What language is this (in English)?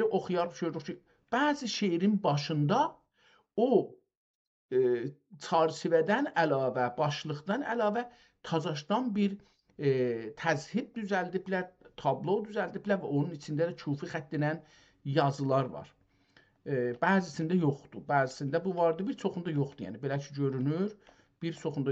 South Azerbaijani